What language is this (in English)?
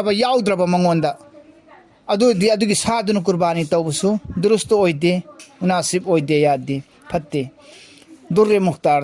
Manipuri